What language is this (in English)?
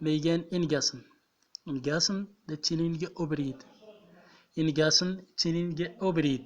Central Atlas Tamazight